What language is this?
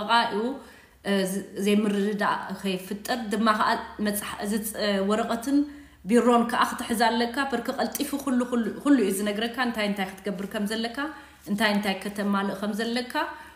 Tigrinya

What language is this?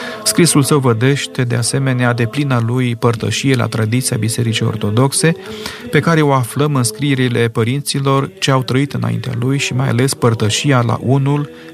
Romanian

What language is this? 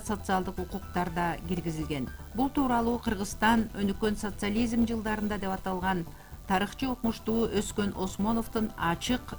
Kyrgyz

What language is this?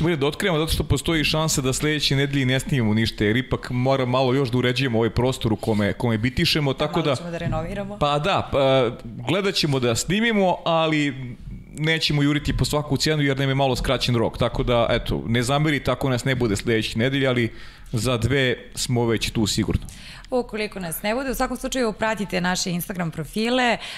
Serbian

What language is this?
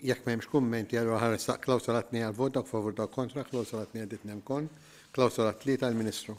Maltese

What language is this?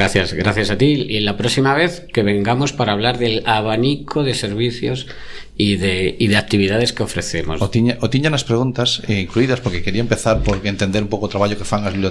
Galician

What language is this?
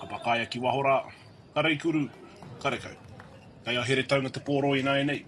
Māori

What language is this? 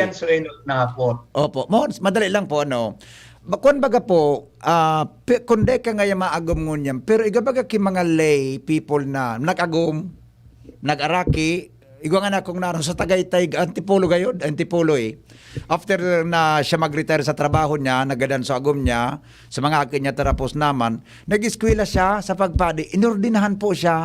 Bikol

